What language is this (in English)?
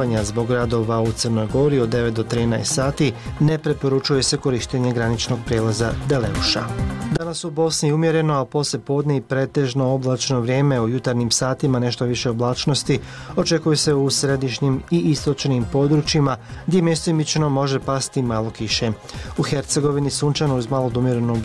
Bosnian